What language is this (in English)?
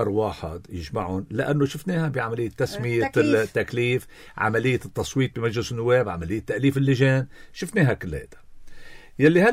North Levantine Arabic